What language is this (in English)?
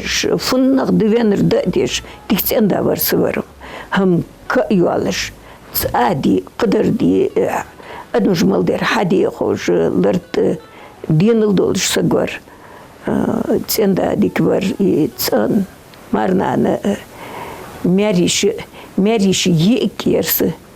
Ingush